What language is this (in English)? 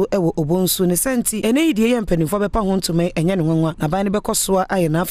Akan